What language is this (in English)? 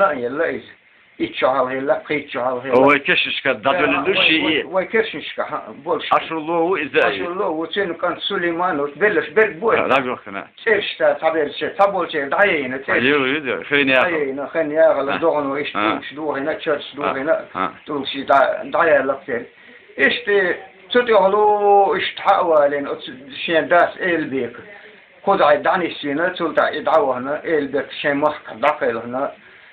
Chechen